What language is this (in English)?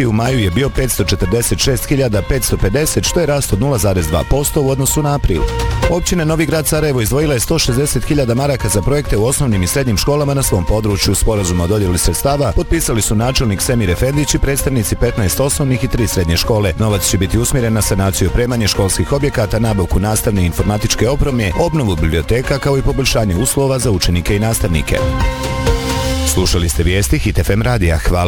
Bosnian